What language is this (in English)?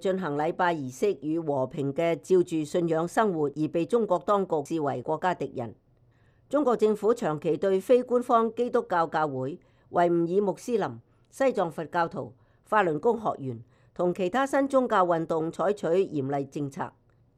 Cantonese